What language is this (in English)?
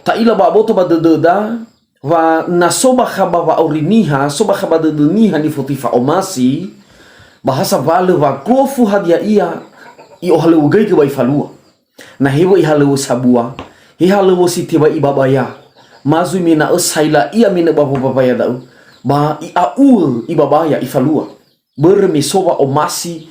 Nias